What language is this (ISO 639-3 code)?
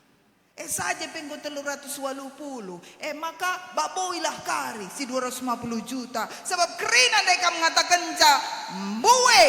btx